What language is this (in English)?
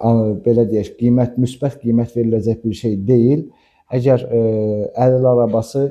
Azerbaijani